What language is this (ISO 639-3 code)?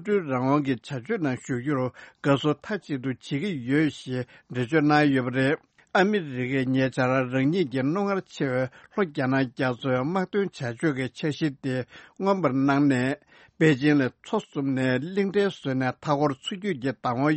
bod